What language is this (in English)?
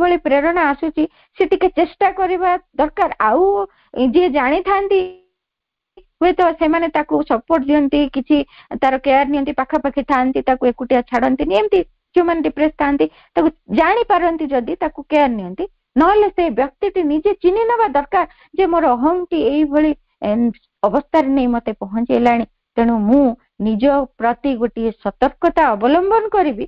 Odia